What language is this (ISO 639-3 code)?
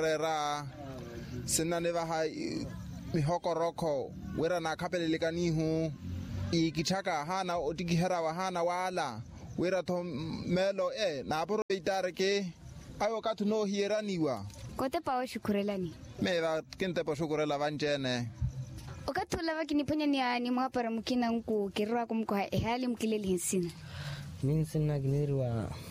vmw